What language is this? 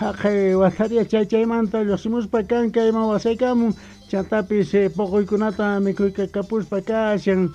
South Bolivian Quechua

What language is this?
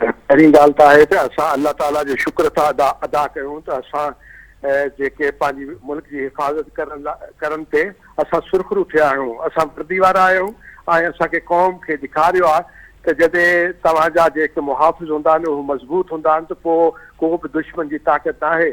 Sindhi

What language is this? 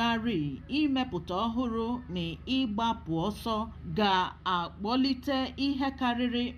Igbo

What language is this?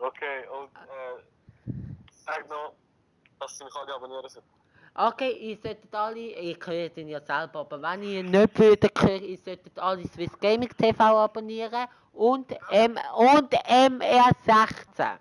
Swiss German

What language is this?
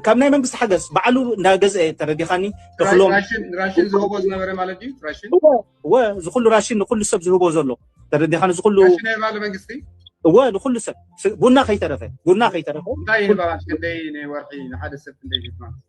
Tigrinya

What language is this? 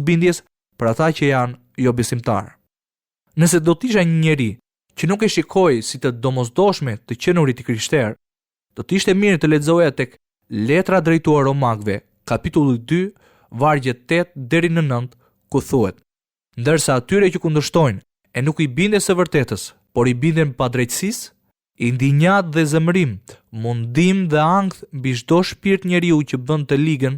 Albanian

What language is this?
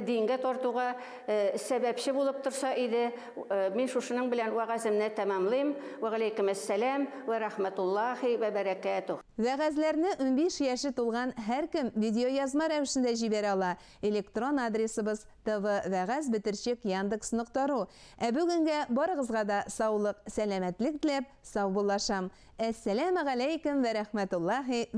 Tatar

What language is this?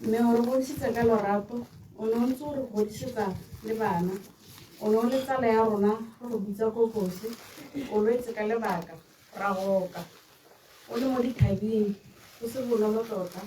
Tswana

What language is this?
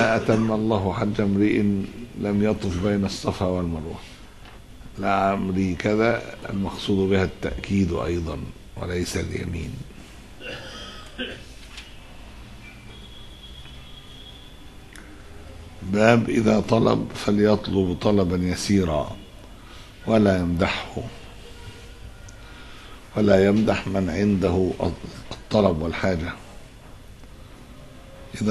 Arabic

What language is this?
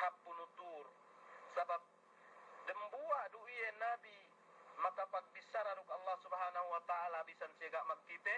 Yakan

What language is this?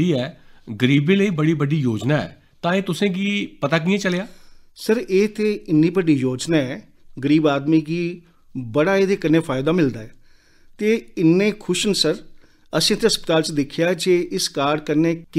Dogri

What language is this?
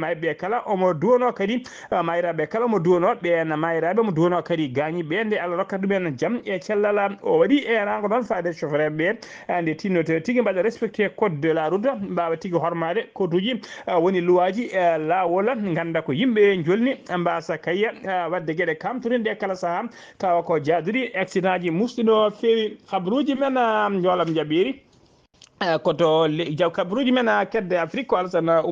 Fula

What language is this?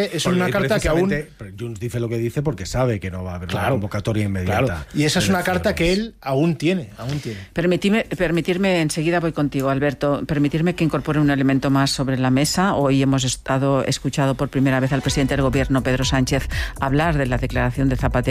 Spanish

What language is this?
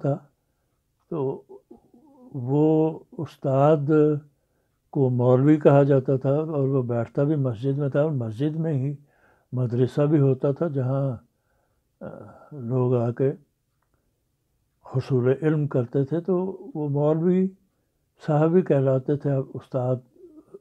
Urdu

